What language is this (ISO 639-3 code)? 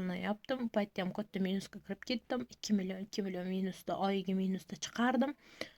uzb